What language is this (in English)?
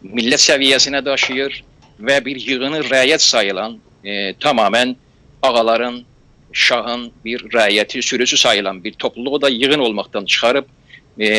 South Azerbaijani